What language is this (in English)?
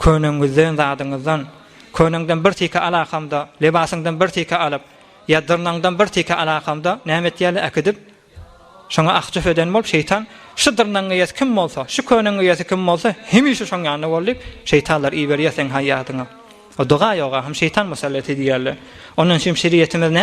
Turkmen